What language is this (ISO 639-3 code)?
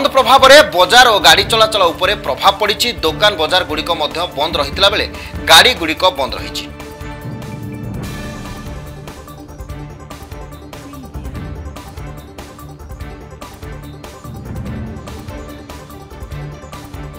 ori